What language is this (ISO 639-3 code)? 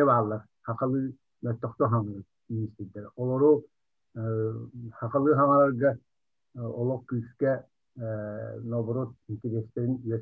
sah